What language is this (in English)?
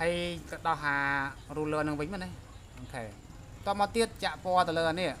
Khmer